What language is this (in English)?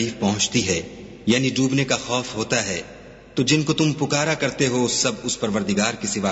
Urdu